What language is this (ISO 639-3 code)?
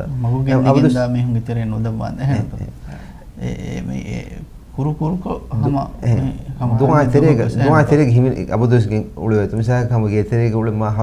div